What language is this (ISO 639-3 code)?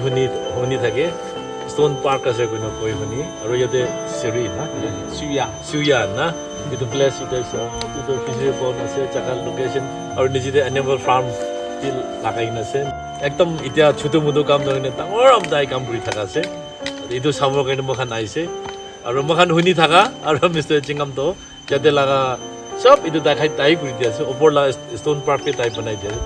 nag